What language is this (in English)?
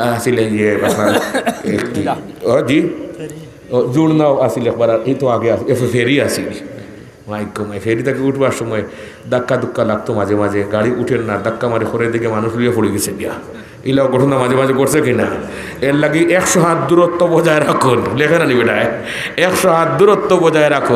Sylheti